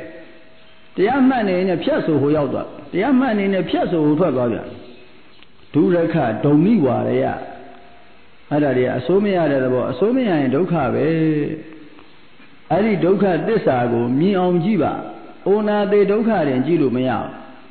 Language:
Burmese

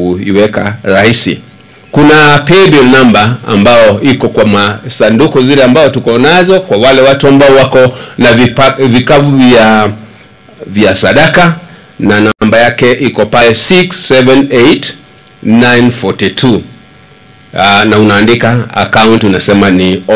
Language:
Swahili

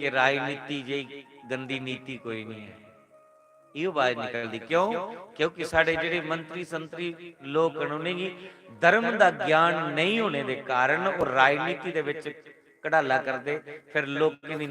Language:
Dogri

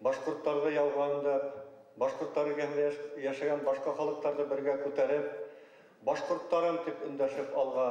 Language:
Bashkir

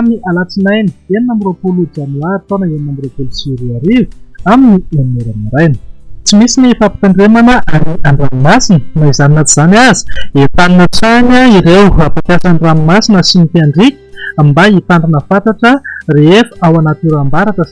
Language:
Malagasy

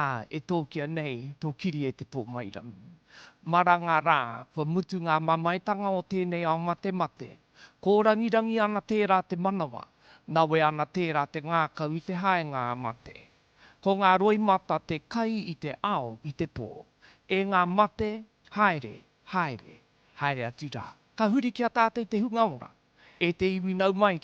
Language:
Māori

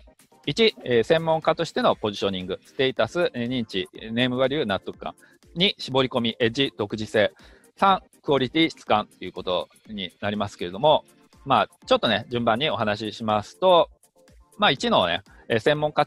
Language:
Japanese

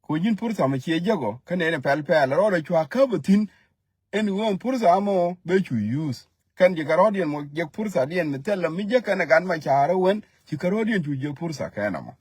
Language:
Nuer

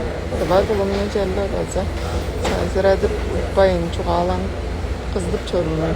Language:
Tuvinian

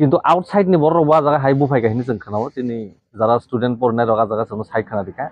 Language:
Kok Borok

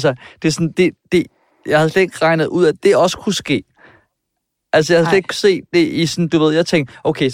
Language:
Danish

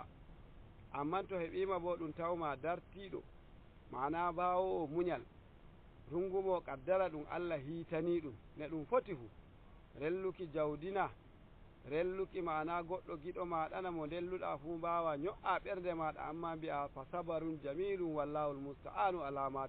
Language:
Nigerian Fulfulde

